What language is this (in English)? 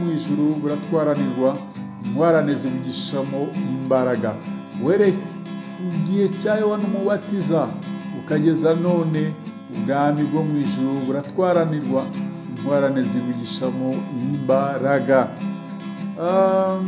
Kinyarwanda